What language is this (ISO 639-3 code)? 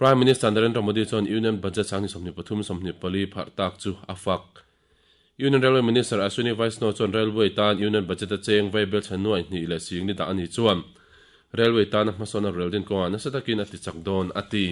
lus